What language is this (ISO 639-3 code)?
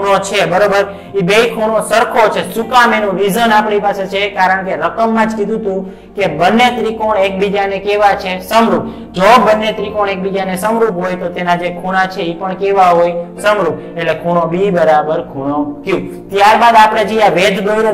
guj